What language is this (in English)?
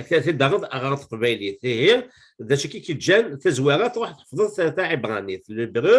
Kabyle